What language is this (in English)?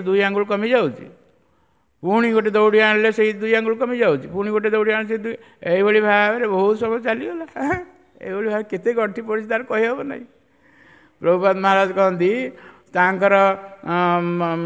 Odia